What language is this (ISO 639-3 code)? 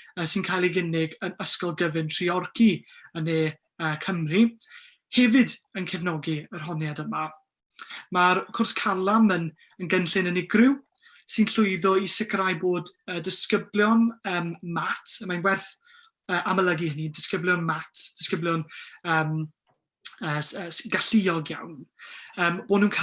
cym